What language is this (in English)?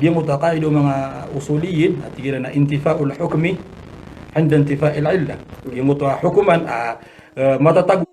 Maranao